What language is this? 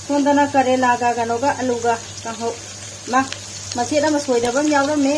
Manipuri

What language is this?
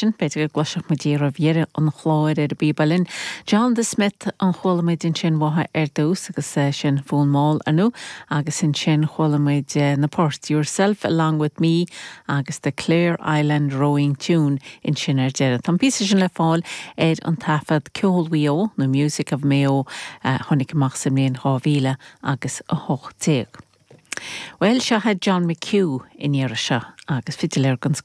Irish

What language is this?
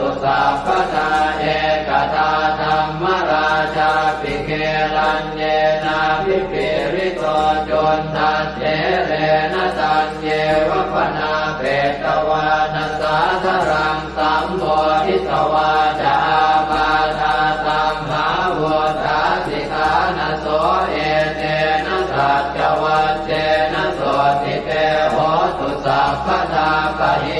Pali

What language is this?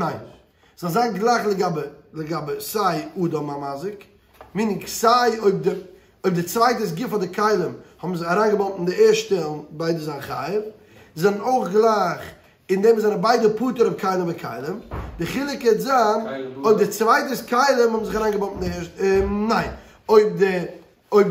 Yiddish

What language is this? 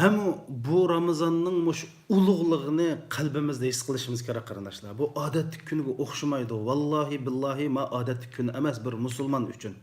Uyghur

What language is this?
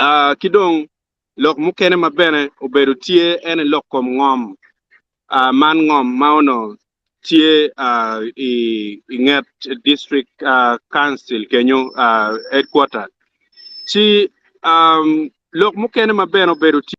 Acoli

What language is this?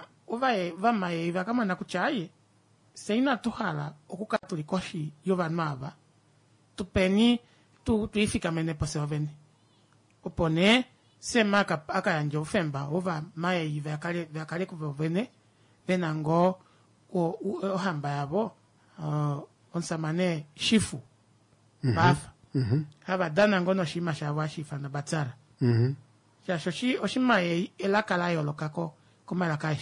Kuanyama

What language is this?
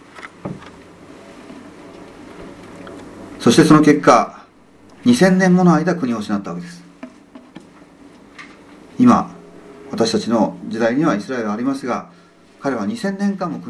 Japanese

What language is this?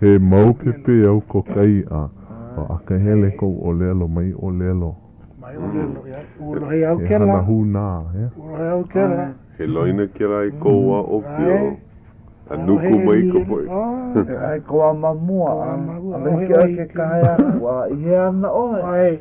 Hawaiian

